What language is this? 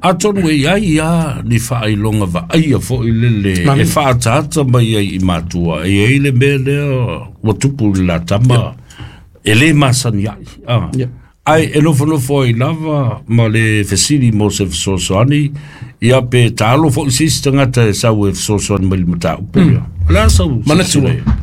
Samoan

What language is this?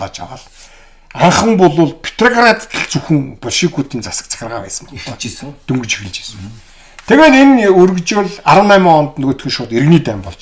Mongolian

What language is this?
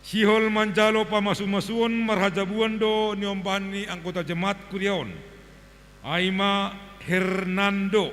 Batak Simalungun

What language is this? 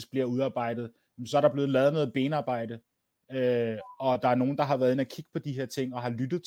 Danish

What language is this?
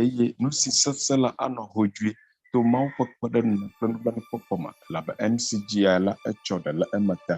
Ewe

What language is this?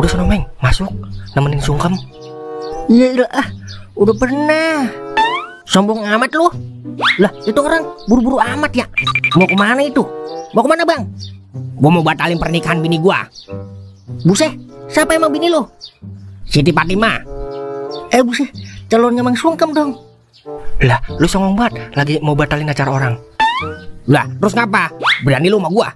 Betawi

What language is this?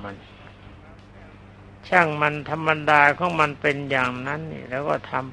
Thai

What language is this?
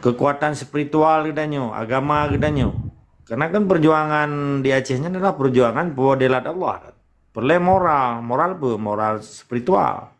Achinese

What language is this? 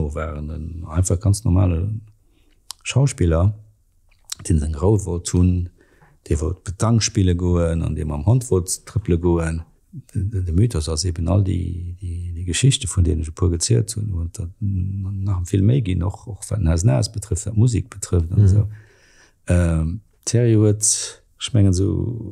Luxembourgish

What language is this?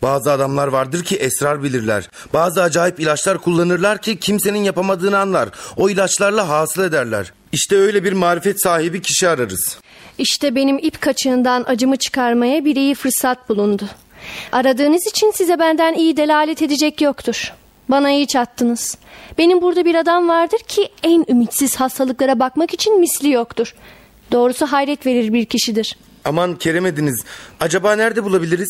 Turkish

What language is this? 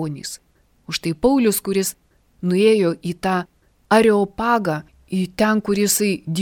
Lithuanian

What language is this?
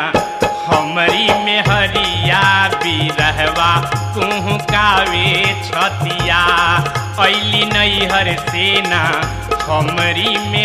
Bhojpuri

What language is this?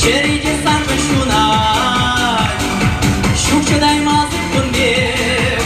Chuvash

